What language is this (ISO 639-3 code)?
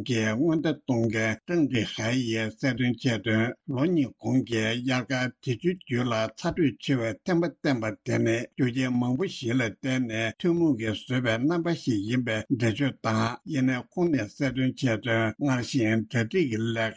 bod